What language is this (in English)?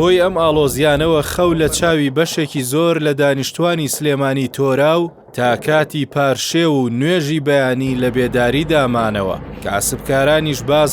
Central Kurdish